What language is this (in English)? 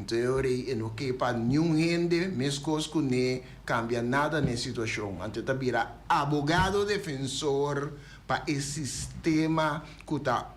Papiamento